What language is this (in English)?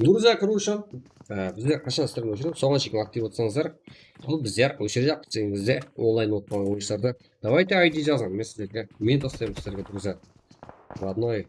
Kara-Kalpak